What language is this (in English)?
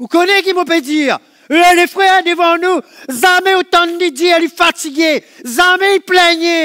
Morisyen